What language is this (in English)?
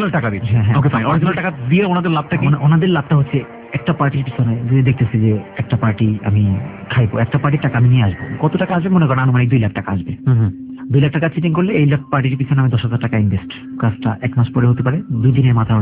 Bangla